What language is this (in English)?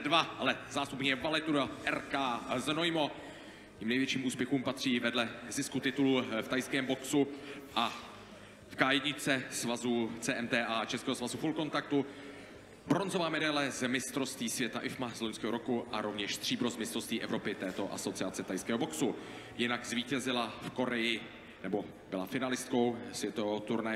Czech